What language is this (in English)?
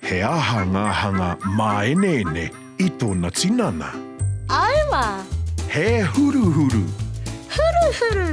Māori